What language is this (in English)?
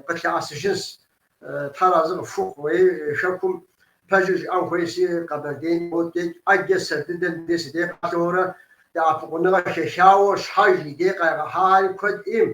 Kabardian